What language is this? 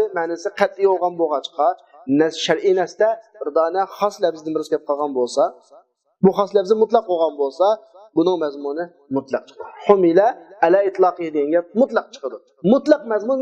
Uyghur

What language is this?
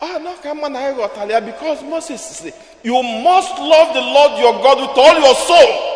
Igbo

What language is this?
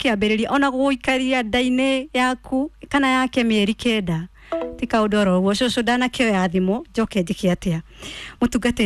Kikuyu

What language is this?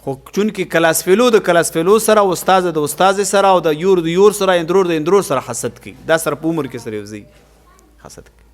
Pashto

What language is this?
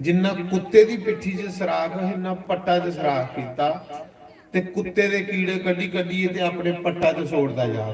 Dogri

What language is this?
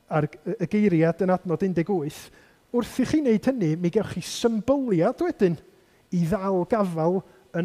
Welsh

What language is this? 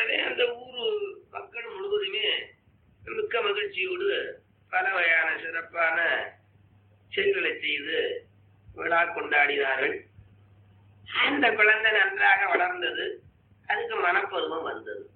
Tamil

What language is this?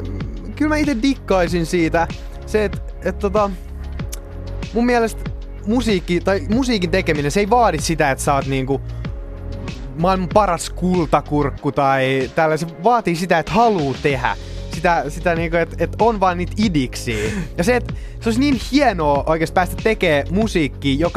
Finnish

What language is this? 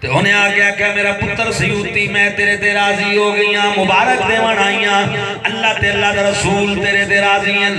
Saraiki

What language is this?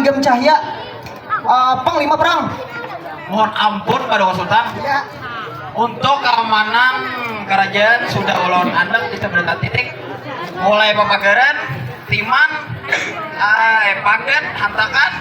Banjar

